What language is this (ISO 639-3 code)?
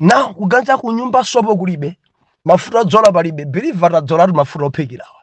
nya